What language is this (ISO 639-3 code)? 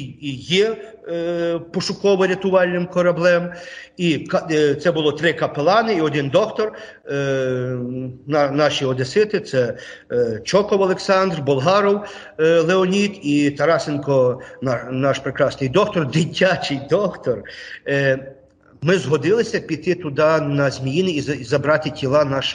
ukr